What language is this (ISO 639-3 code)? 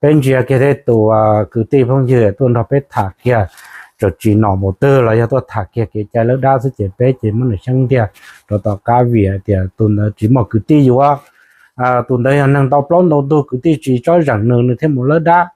hmn